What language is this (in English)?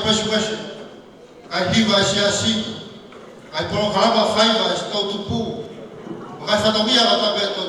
Tongan